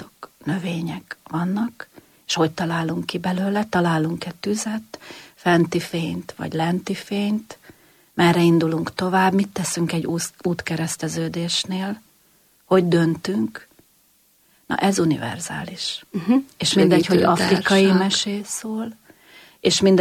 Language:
Hungarian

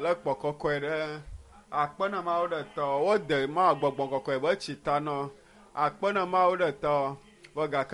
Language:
Ewe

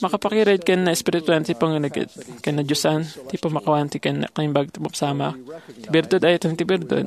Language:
Iloko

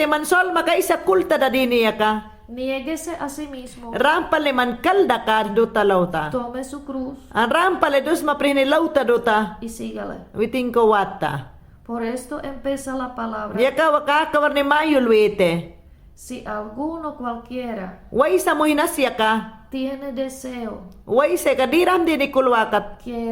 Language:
Mayangna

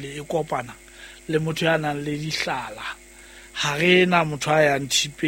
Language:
Southern Sotho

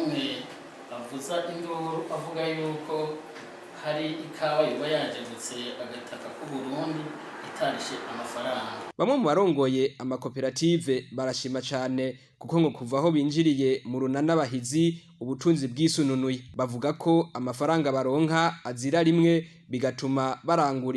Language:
Rundi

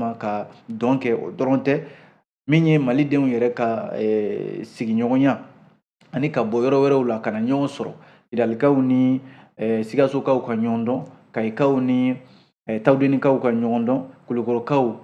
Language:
Bambara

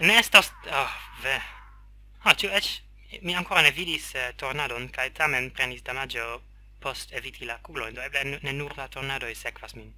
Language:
Esperanto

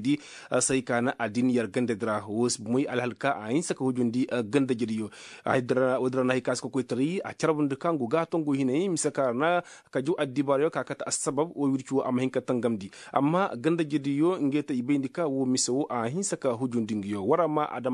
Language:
Koyraboro Senni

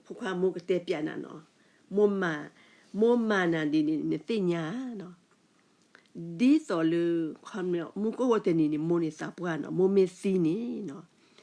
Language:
S'gaw Karen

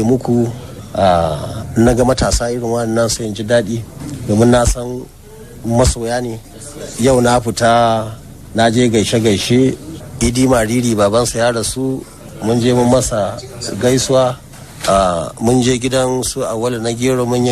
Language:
Hausa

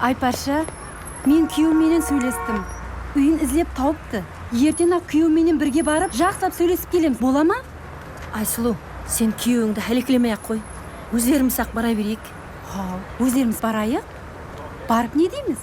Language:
Kara-Kalpak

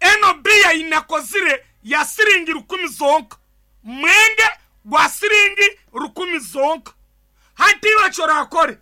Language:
Nyankole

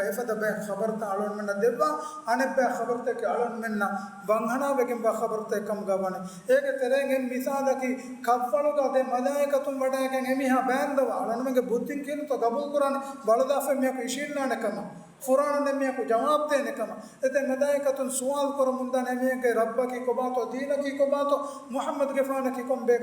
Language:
Divehi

